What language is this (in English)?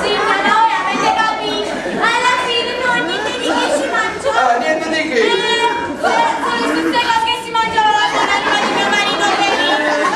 Neapolitan